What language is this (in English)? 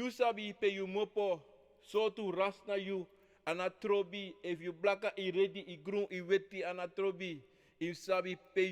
Sranan Tongo